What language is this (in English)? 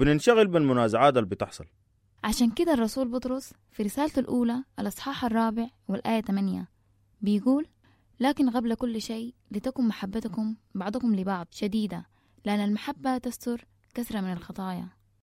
Sudanese Arabic